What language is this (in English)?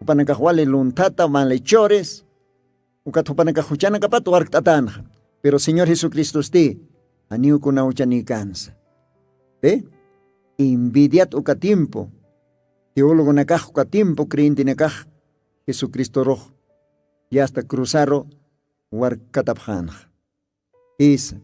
Aymara